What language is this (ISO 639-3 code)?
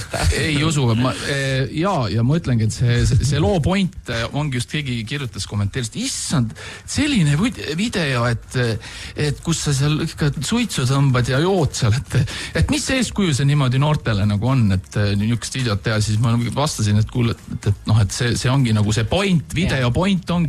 est